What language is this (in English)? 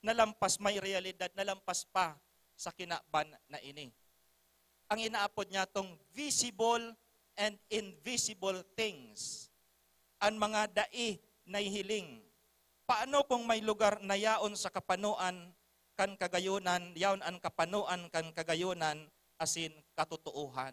Bikol